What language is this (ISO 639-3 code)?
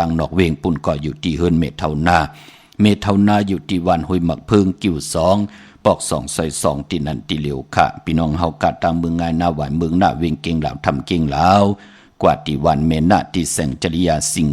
shn